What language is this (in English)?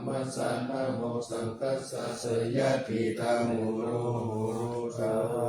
Pali